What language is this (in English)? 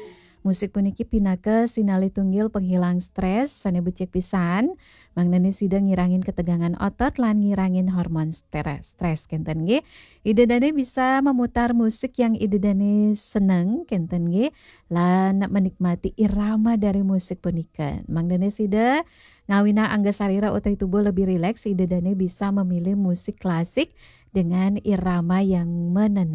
Balinese